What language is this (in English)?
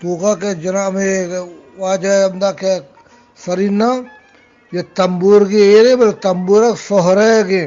Eastern Balochi